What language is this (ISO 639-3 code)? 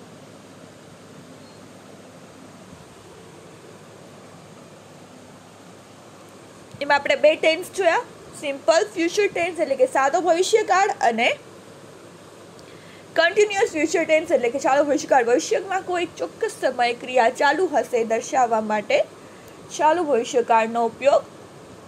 guj